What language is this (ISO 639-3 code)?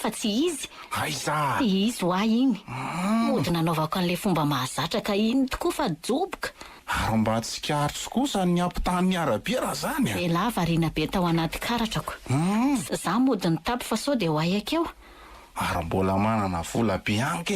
mlg